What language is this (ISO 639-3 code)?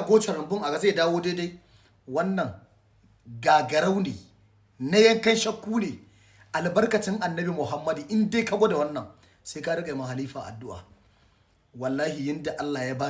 hau